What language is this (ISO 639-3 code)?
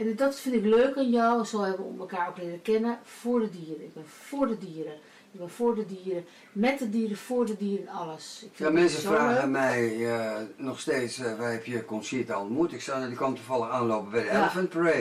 nld